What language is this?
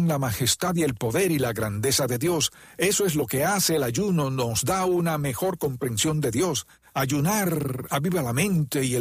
Spanish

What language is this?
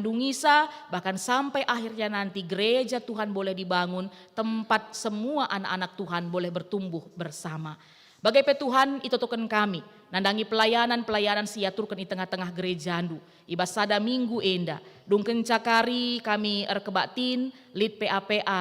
Batak Karo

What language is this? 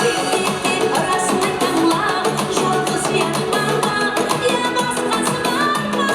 Kara-Kalpak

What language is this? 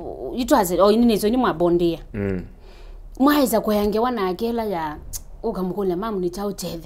Kamba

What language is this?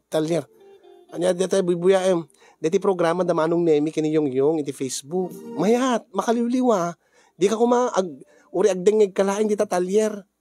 Iloko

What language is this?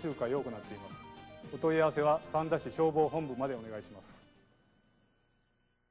Japanese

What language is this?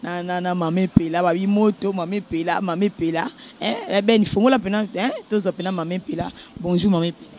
Lingala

